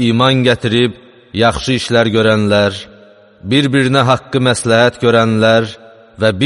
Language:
Azerbaijani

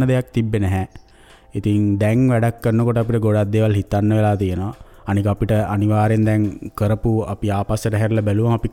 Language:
Sinhala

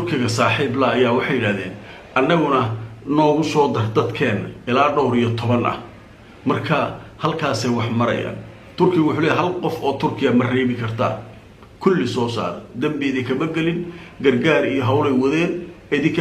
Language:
Somali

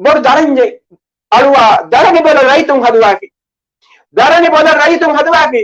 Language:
Divehi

